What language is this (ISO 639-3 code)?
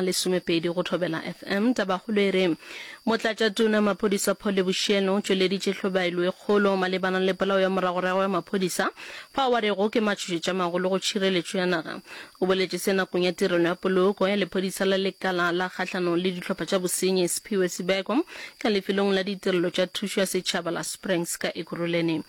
nso